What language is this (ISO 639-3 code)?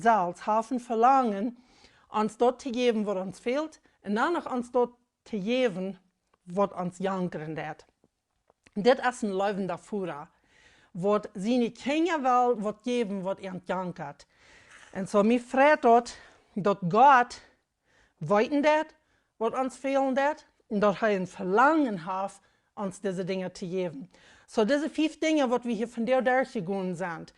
pdt